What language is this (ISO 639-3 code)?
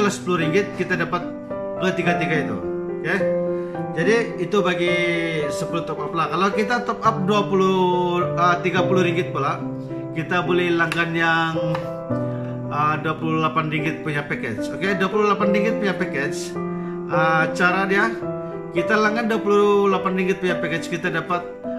msa